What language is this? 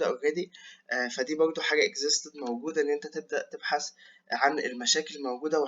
Egyptian Arabic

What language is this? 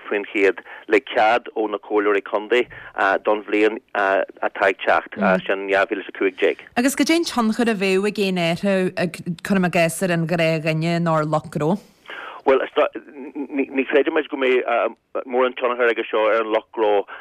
Irish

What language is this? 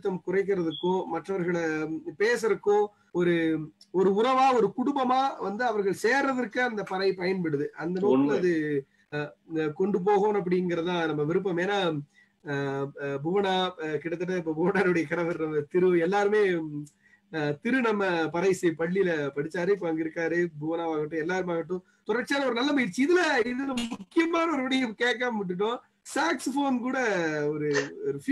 Tamil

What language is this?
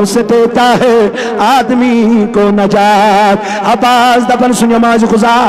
Kashmiri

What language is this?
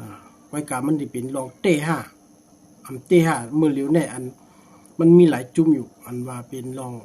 Shan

